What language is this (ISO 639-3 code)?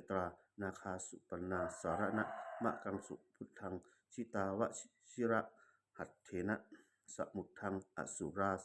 pli